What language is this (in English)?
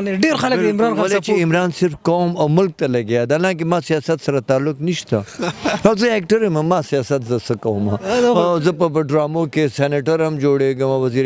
Pashto